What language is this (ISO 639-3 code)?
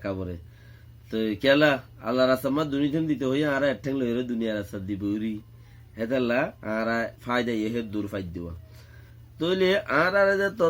rhg